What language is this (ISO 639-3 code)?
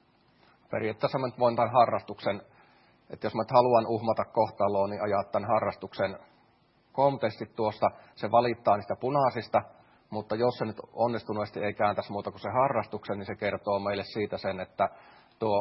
fin